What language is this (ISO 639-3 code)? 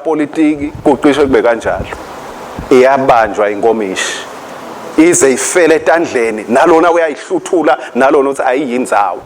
ssw